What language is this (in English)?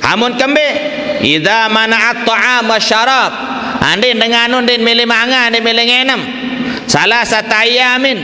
Sasak